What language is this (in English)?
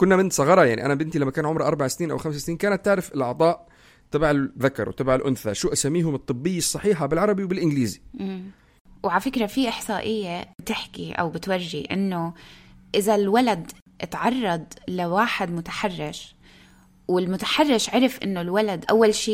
North Levantine Arabic